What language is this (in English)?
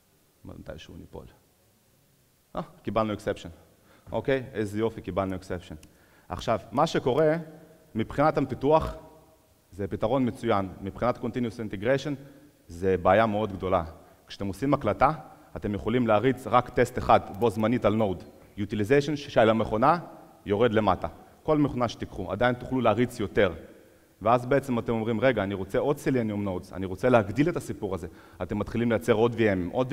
Hebrew